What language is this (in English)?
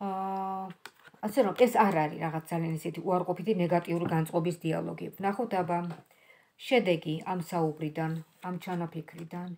Georgian